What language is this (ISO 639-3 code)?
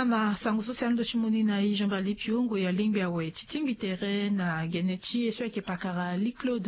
sag